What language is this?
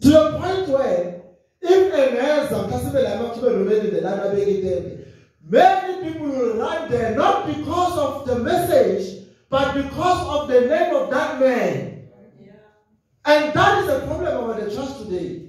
Zulu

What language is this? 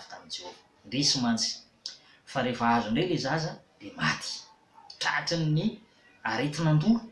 Malagasy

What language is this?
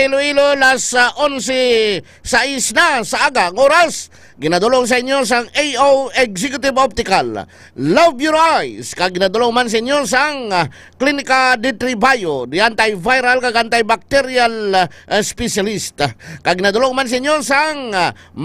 Hiligaynon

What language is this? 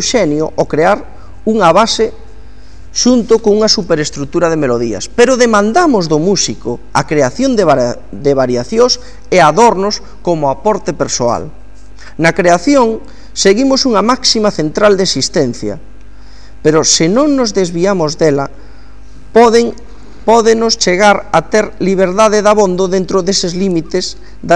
Galician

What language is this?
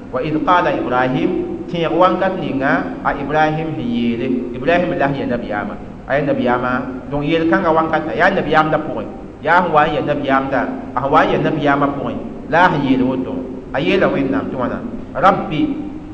Mossi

